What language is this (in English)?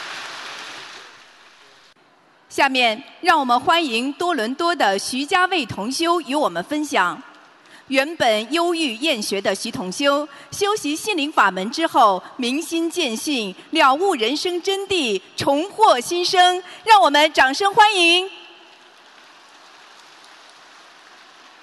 Chinese